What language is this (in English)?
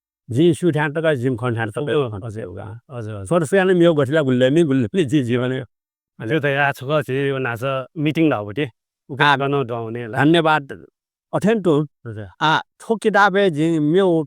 Newari